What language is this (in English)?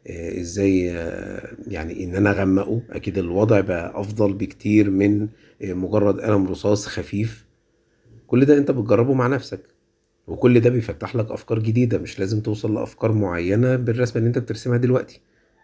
Egyptian Arabic